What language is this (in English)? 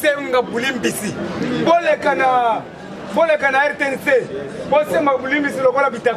Lingala